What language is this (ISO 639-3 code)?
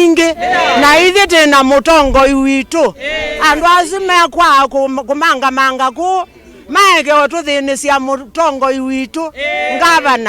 kam